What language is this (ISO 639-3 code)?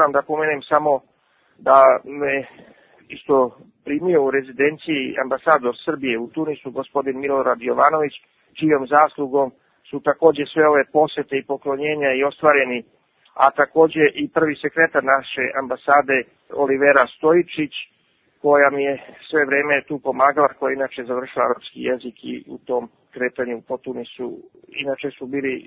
srp